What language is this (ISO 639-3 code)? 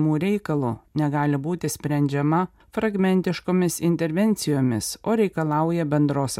lit